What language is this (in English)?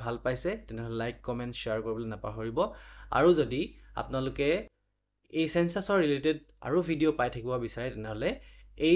Assamese